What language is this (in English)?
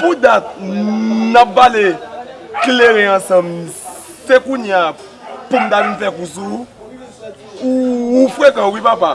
Haitian Creole